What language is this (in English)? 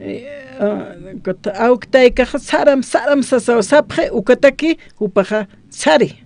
Aymara